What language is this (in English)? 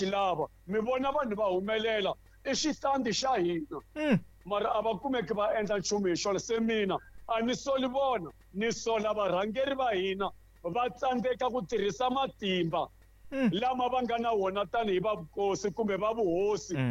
Tsonga